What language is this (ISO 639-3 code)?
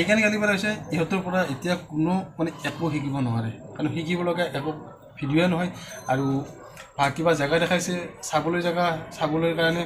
asm